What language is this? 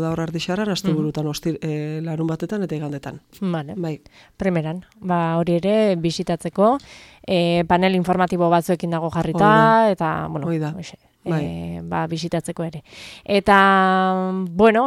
Basque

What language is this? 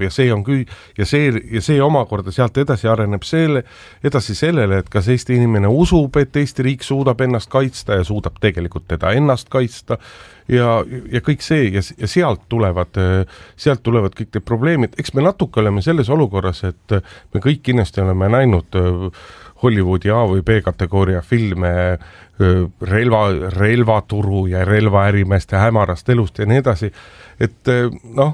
Estonian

